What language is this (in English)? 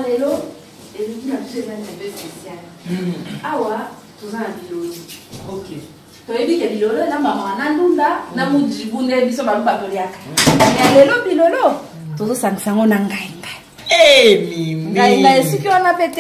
Lingala